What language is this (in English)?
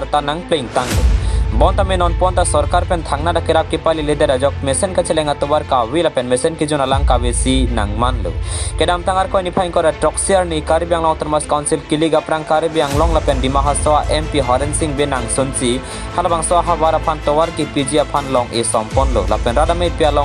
Karbi